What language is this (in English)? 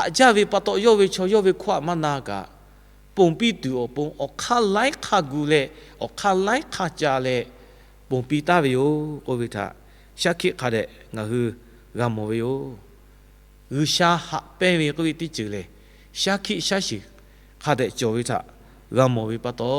Lahu